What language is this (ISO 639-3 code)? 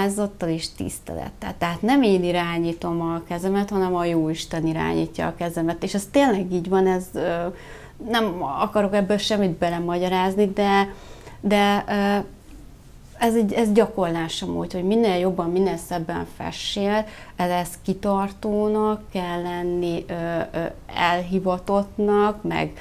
hun